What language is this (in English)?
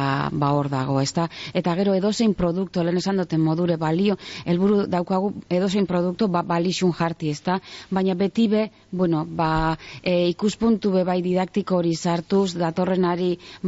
Basque